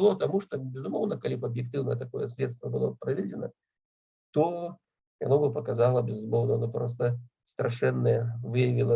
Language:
Belarusian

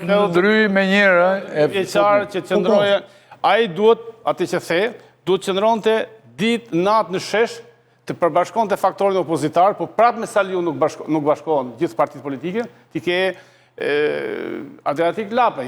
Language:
Albanian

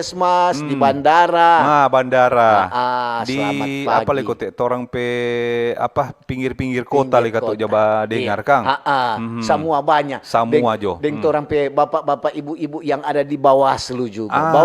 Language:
Manado Malay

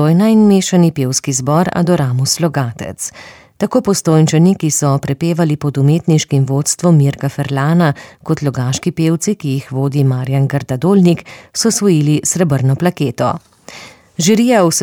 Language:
Slovenian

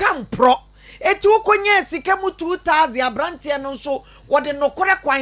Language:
Akan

